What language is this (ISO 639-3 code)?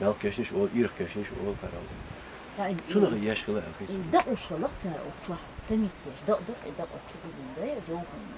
che